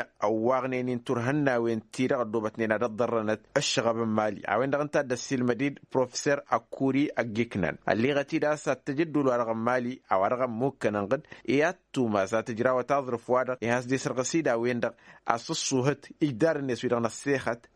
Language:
Tamasheq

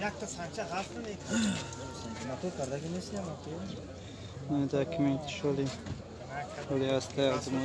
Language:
Tajik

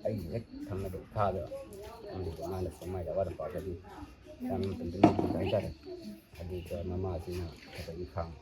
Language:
Manipuri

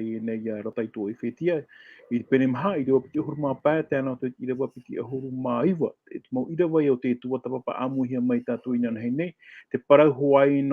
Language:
Tahitian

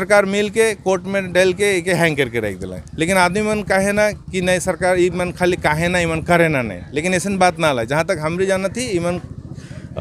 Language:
Sadri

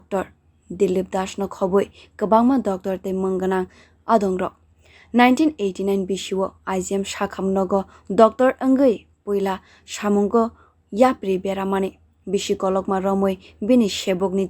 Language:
Kok Borok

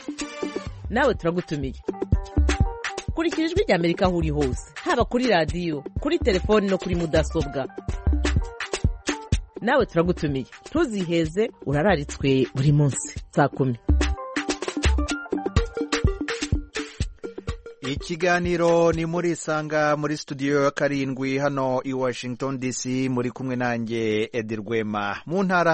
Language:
Kinyarwanda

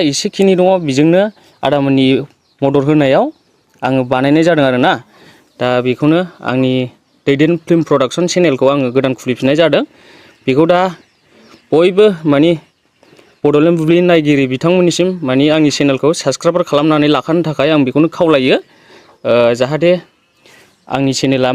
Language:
Bodo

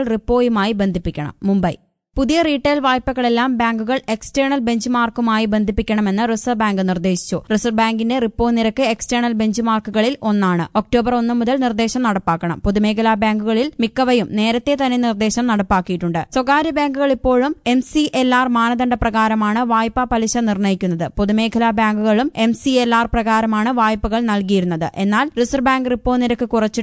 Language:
Malayalam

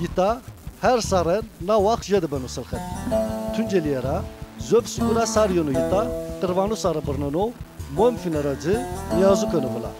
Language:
Zaza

